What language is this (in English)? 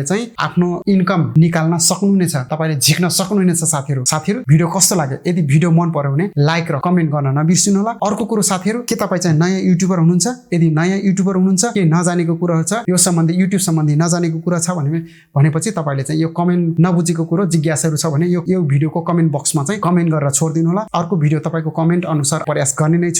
Nepali